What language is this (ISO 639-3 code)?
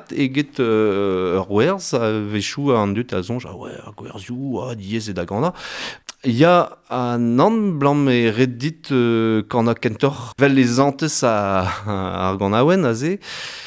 bre